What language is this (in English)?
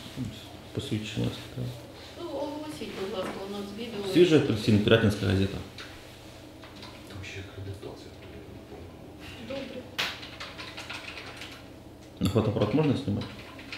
Ukrainian